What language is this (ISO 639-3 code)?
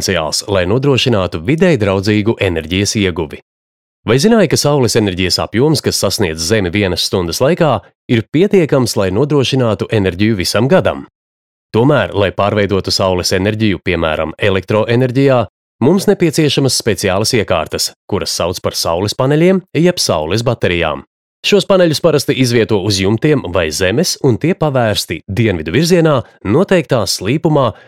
lav